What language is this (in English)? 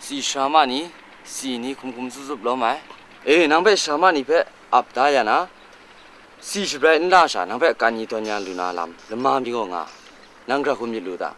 Kachin